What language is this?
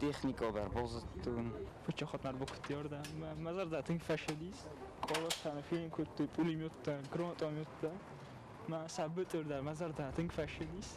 Ossetic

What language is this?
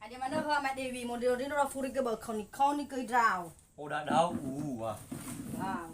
Nias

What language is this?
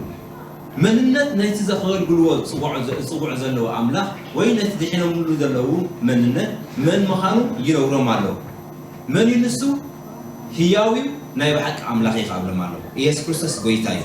Tigrinya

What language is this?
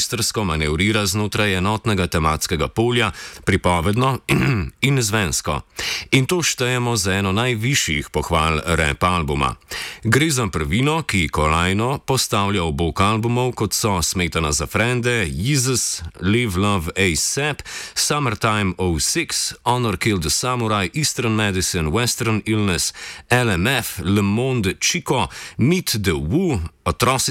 Slovenian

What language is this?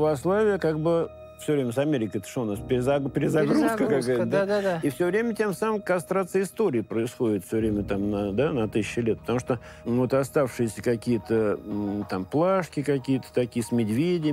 Russian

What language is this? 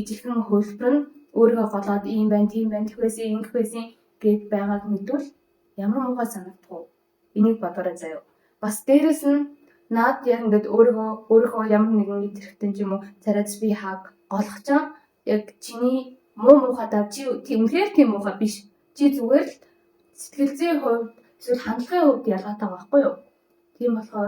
Mongolian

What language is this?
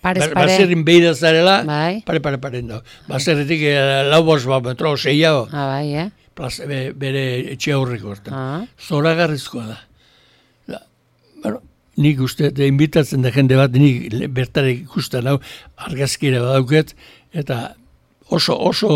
Basque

